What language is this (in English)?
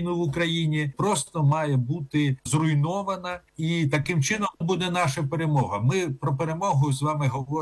Ukrainian